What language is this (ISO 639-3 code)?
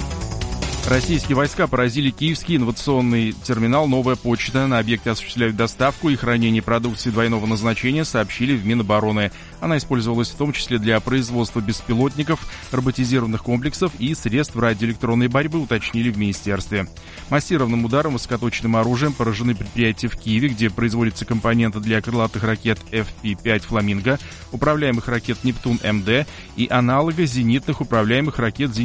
rus